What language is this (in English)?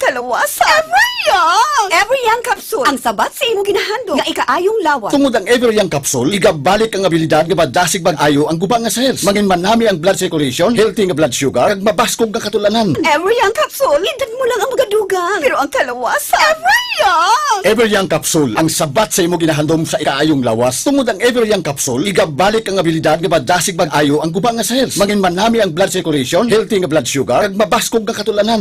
Hiligaynon